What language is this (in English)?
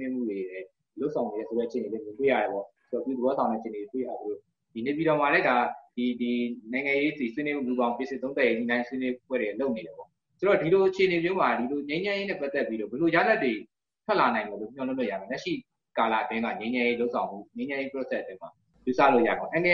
Burmese